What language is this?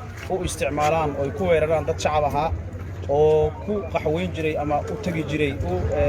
Somali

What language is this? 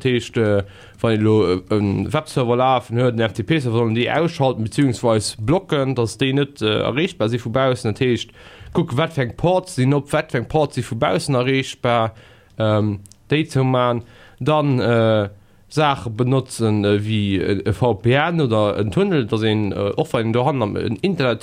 Luxembourgish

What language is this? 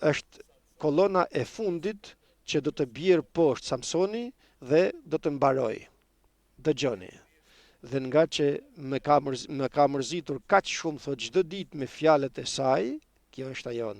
Albanian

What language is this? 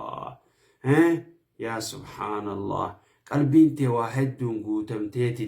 Oromo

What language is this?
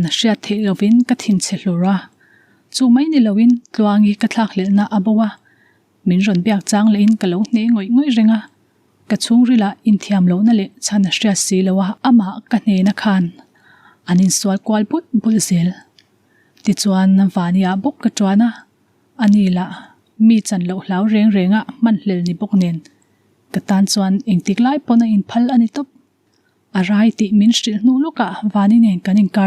Mizo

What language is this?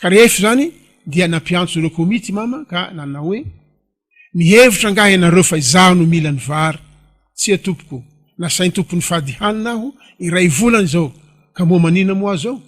Malagasy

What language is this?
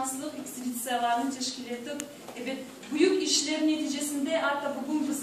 Crimean Tatar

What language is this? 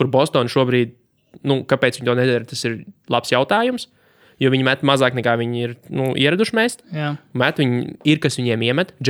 Latvian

